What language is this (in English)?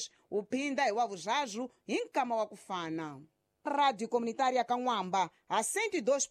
Tsonga